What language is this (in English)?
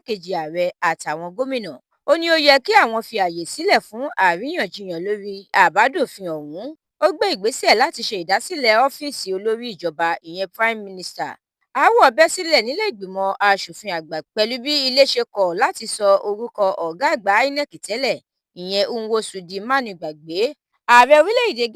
Yoruba